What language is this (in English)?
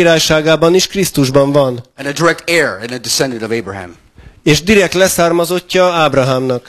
Hungarian